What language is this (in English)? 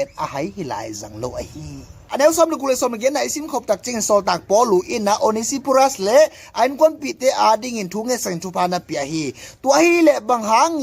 Tedim Chin